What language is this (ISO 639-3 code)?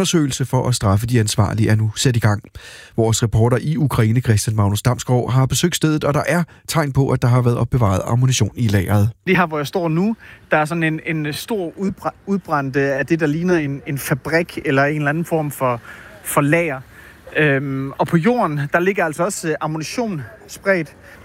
dan